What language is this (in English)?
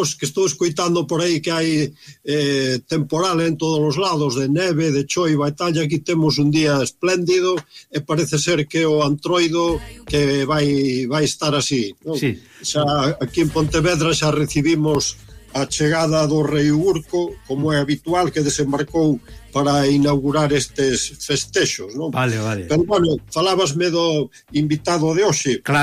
Galician